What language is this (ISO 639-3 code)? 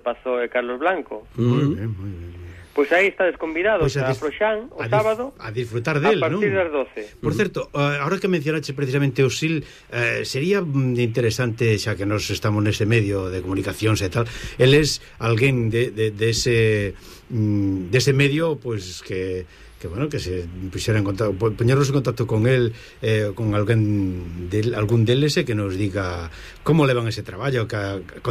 glg